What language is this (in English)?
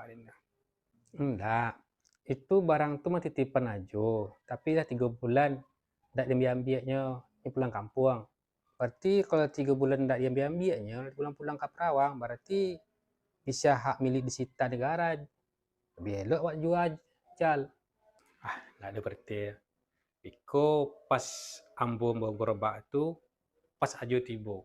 Minangkabau